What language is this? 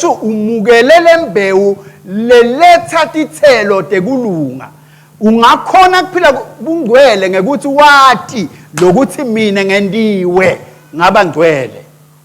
Swati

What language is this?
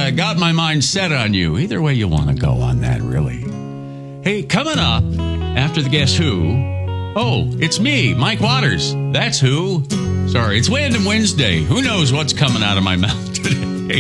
English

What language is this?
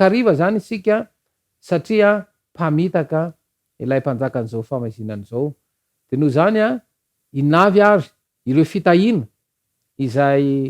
Malagasy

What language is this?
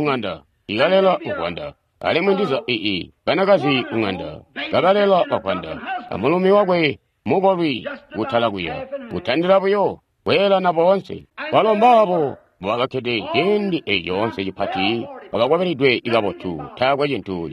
Tonga (Zambia)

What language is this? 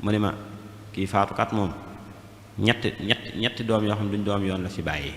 Wolof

